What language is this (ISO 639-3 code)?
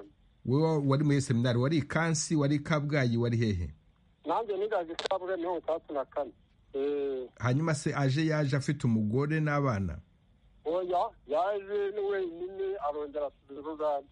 kin